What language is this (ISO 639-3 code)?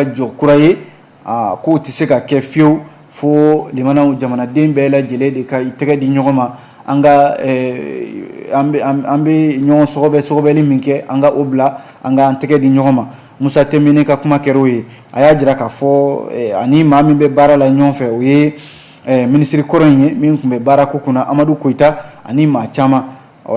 bam